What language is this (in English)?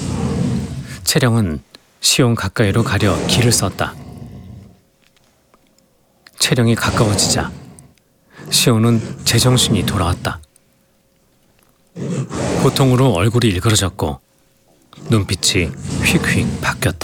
Korean